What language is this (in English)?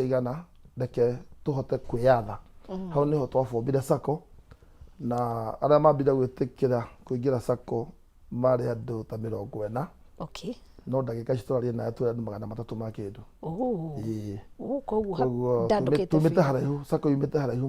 Kikuyu